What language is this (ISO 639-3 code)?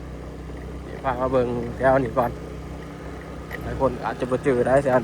lao